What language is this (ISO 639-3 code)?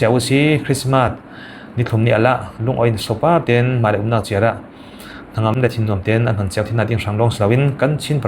cfm